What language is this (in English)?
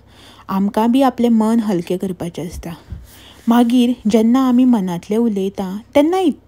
Konkani